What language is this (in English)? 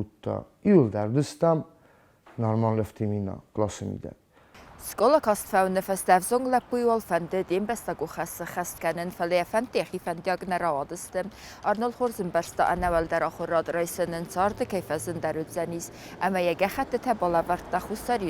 Ossetic